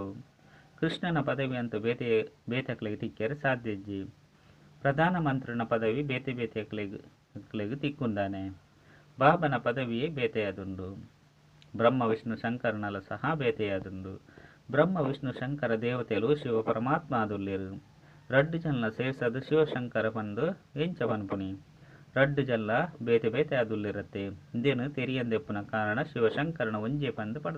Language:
Tulu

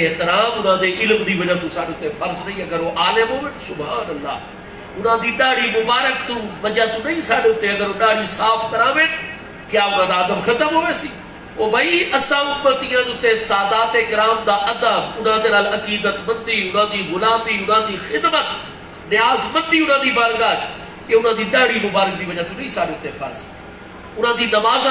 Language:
Saraiki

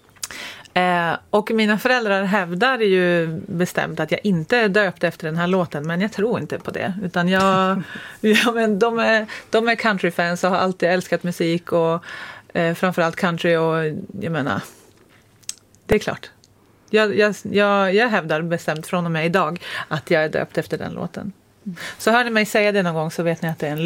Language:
Swedish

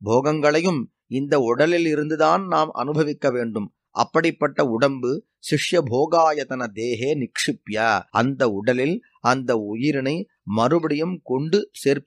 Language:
Tamil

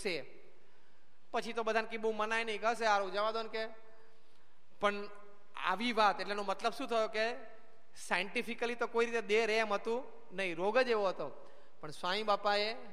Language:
Gujarati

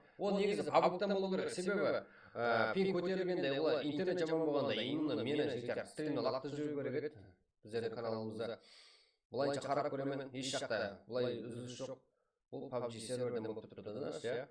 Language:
Kara-Kalpak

